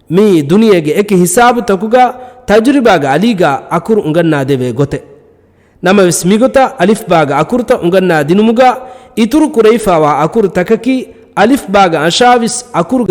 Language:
Divehi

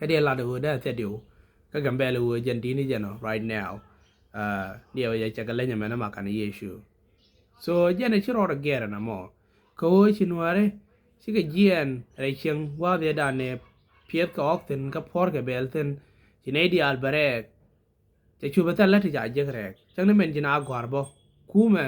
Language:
Nuer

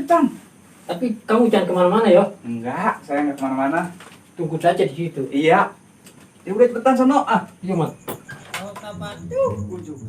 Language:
Betawi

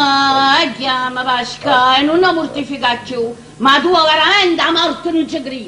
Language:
Neapolitan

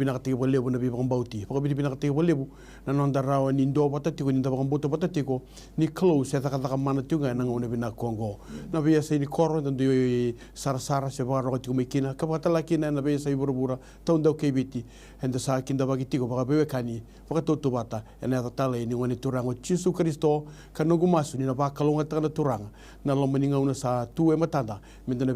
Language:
Fijian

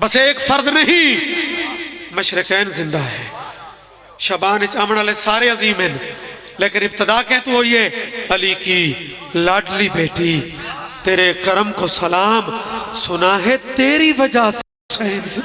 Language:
Pahari-Potwari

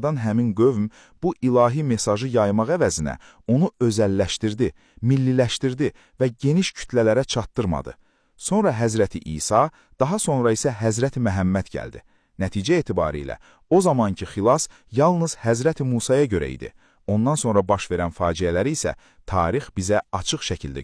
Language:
Azerbaijani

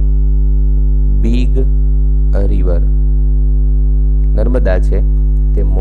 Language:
Gujarati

